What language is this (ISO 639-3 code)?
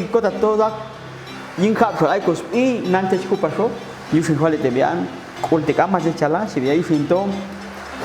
jac